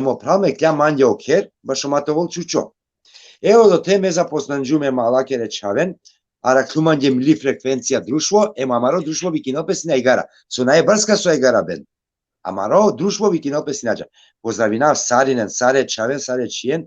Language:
Balkan Romani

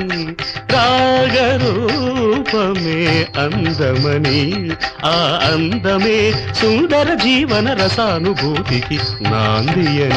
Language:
Telugu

